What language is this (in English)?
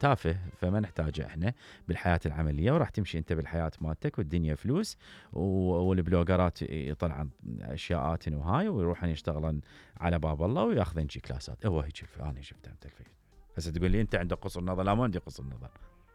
Mesopotamian Arabic